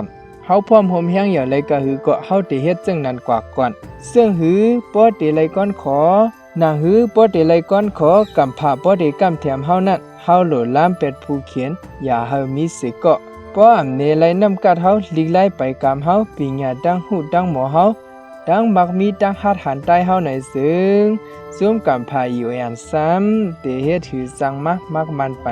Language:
Shan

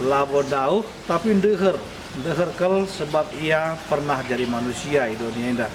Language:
Batak Karo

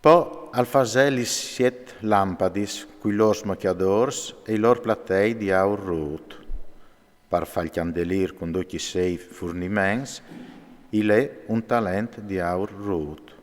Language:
Friulian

